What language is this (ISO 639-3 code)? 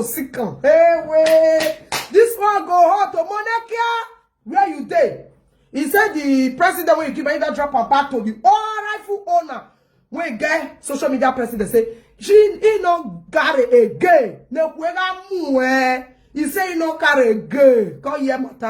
pcm